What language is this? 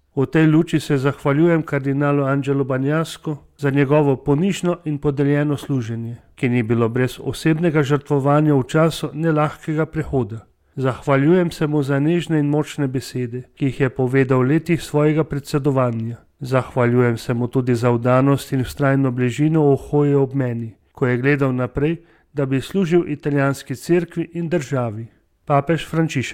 Slovenian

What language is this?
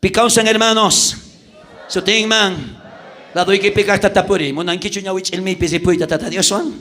South Bolivian Quechua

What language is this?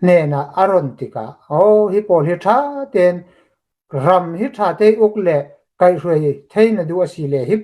Hakha Chin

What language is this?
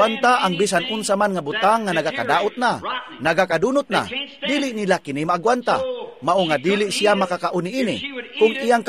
Cebuano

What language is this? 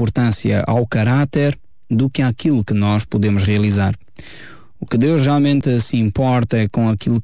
Portuguese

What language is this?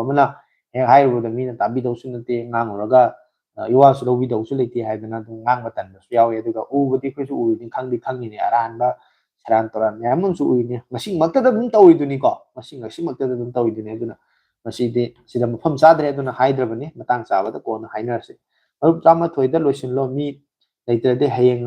Manipuri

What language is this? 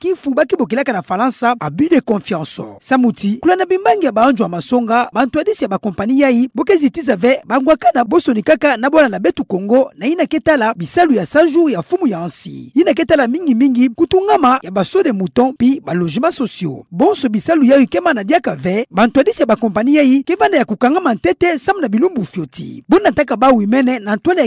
Kituba (Democratic Republic of Congo)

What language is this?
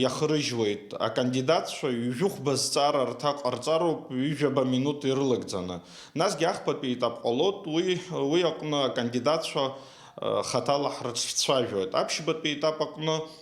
Abkhazian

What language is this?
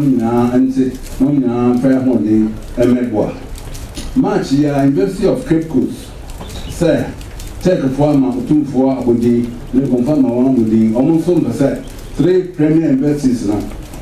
Akan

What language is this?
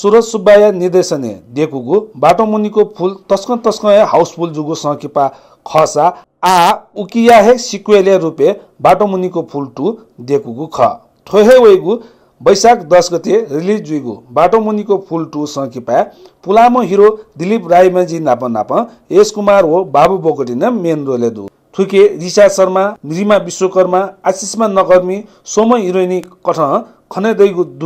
Newari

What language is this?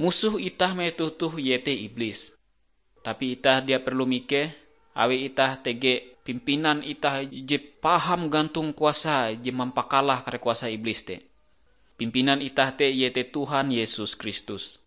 Ngaju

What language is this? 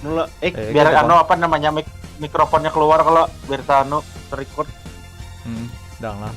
Banjar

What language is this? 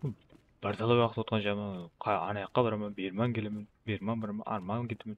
Kara-Kalpak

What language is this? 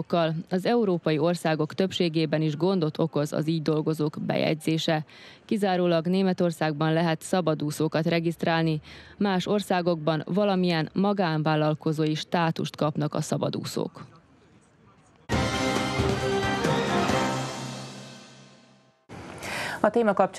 Hungarian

